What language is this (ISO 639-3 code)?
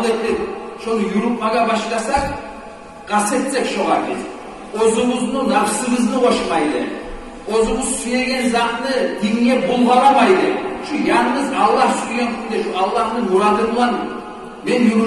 kum